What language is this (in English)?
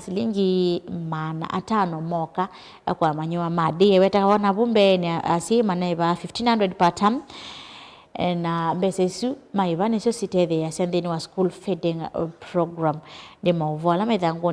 Kamba